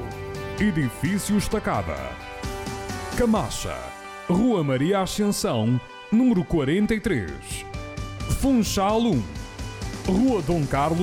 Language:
Portuguese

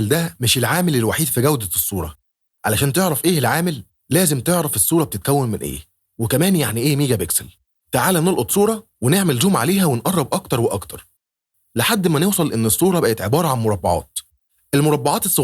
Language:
Egyptian Arabic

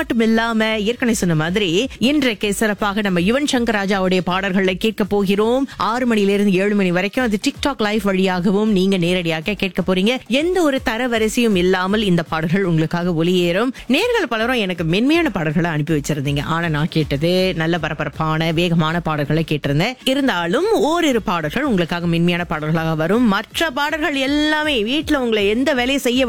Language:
Tamil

